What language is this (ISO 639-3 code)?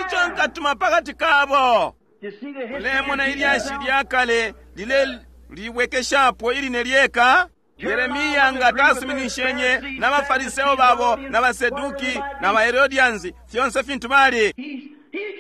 bem